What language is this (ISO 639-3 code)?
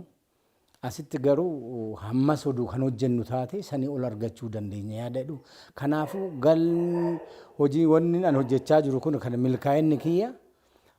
orm